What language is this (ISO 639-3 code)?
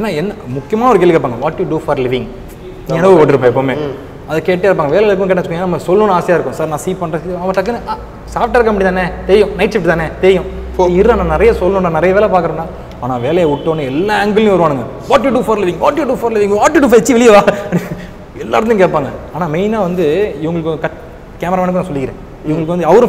tam